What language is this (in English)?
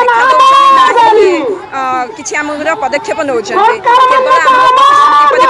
Odia